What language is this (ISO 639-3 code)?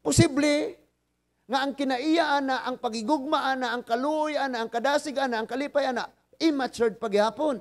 ceb